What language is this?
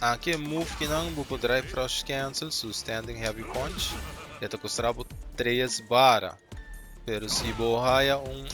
Papiamento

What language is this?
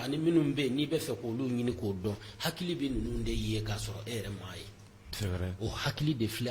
Bambara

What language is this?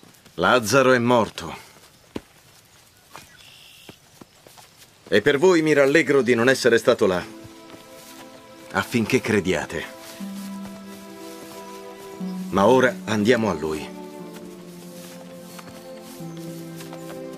Italian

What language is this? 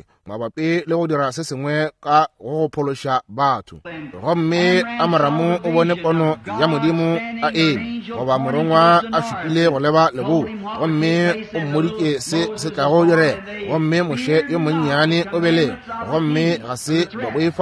Northern Sotho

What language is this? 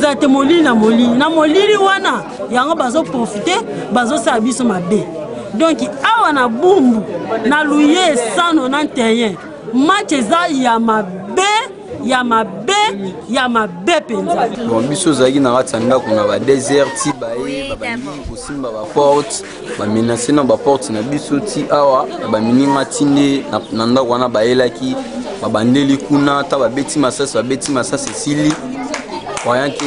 Lingala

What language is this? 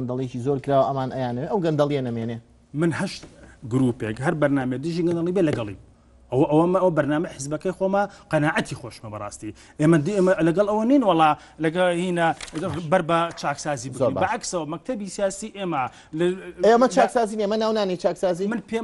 Central Kurdish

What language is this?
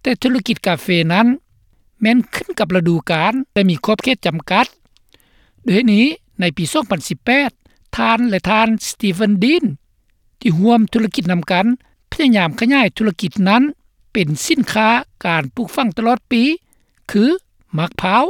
Lao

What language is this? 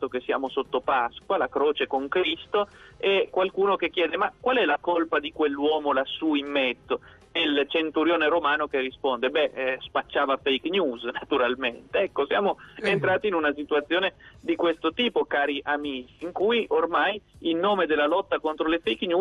Italian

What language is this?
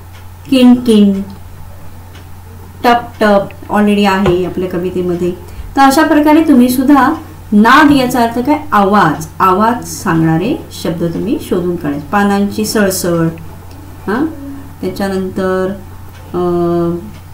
Marathi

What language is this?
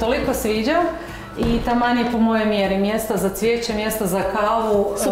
Croatian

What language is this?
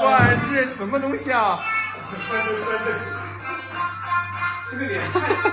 Chinese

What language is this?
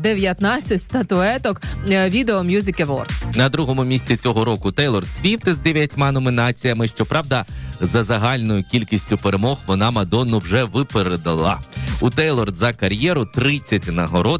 Ukrainian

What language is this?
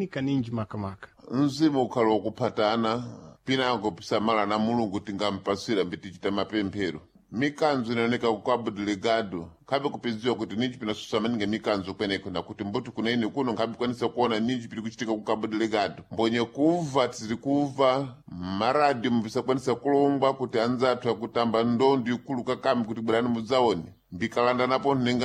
Sena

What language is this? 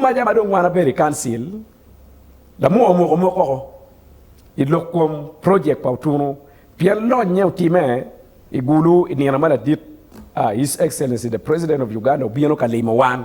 Acoli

